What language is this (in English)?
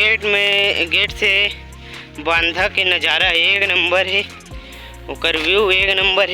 Chhattisgarhi